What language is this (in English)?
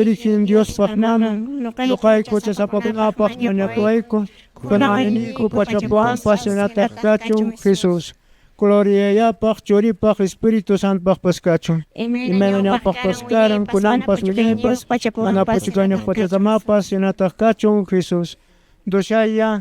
Quechua